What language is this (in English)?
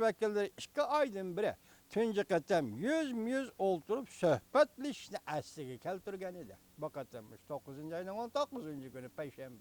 Uyghur